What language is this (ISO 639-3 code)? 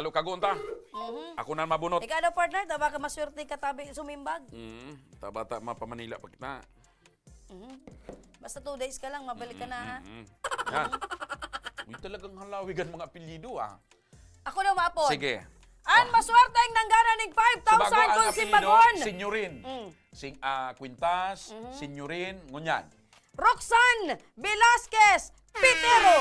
bik